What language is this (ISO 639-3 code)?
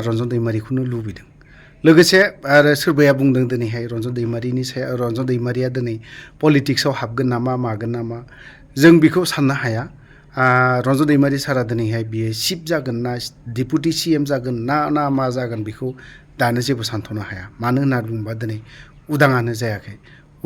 brx